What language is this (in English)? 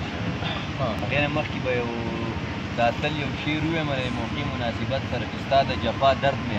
Pashto